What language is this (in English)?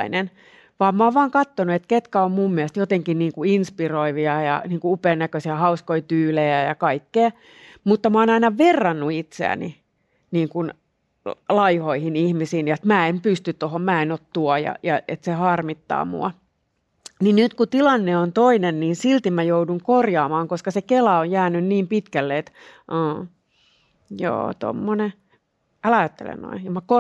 Finnish